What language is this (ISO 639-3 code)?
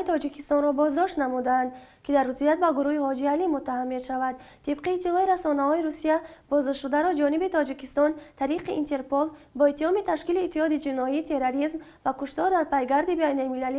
tgk